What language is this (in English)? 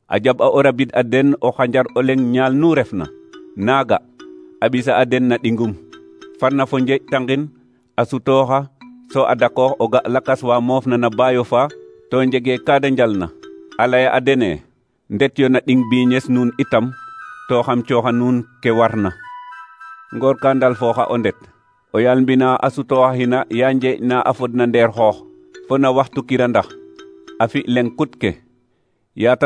Serer